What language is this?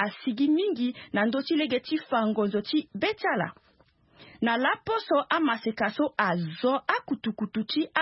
Sango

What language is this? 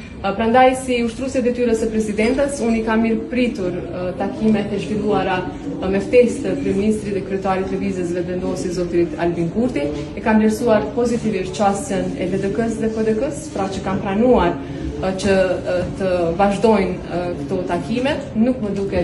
Albanian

